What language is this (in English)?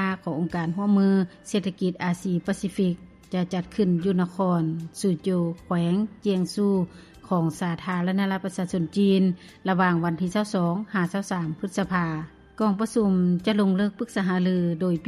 Lao